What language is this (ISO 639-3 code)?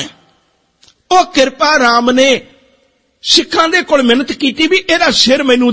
pan